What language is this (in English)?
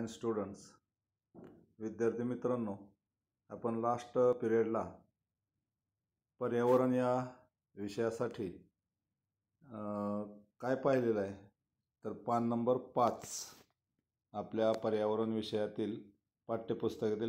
Marathi